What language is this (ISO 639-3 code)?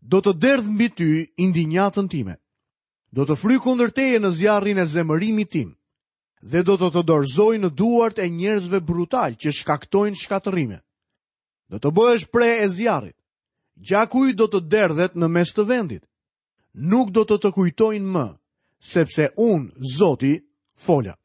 sqi